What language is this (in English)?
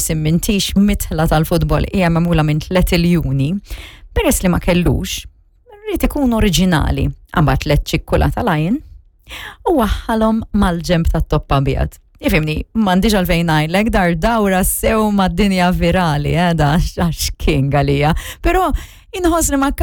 Maltese